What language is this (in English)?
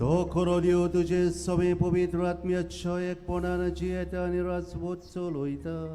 Konkani